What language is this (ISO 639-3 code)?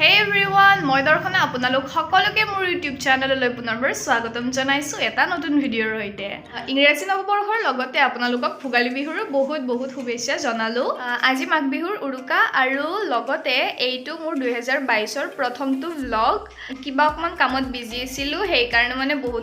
asm